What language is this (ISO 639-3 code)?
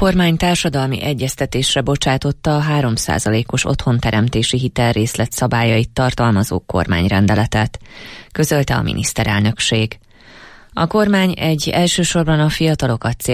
hun